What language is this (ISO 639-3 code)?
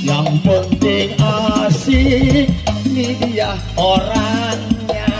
bew